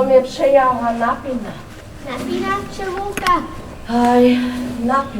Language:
Upper Sorbian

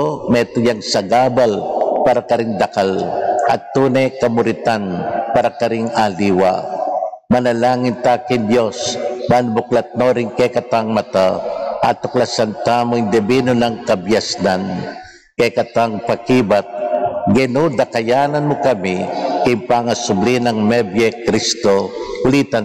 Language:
Pampanga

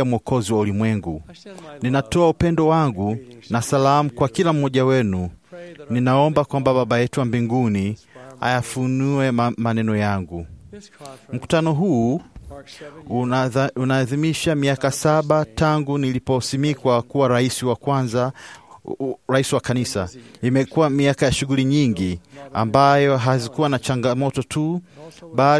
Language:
Swahili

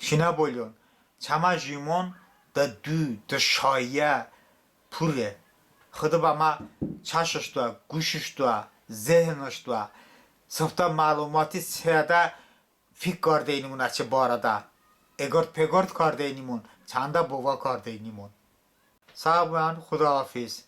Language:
Talysh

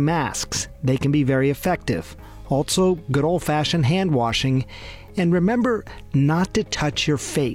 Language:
English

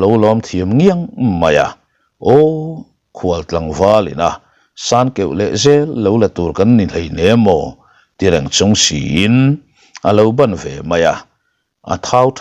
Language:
Mizo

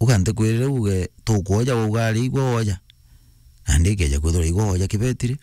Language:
Meru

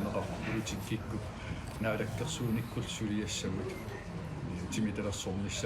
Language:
Kalaallisut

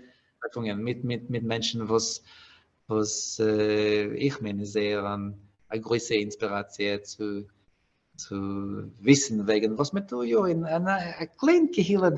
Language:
Yiddish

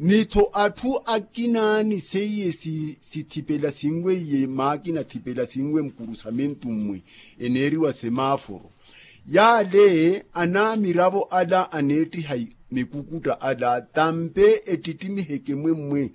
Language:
Makhuwa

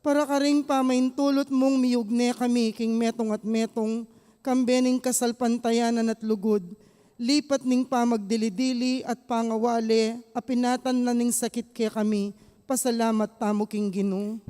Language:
Pampanga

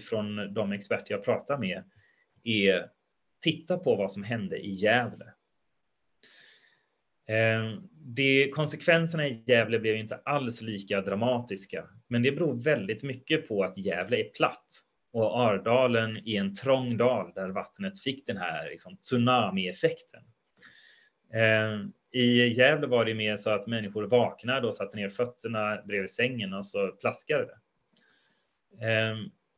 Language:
Swedish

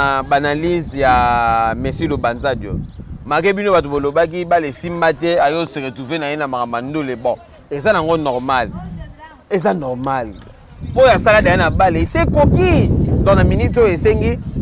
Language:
Lingala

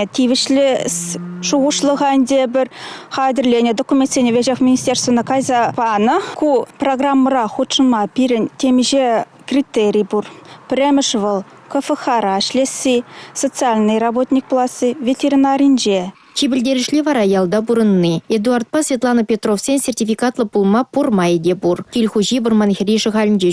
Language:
Chuvash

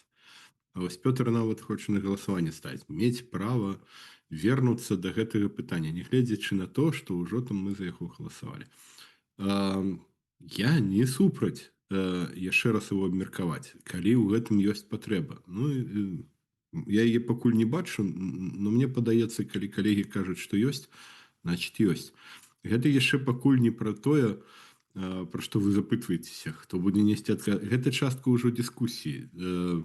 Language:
Belarusian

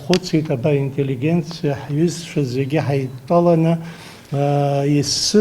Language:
Abkhazian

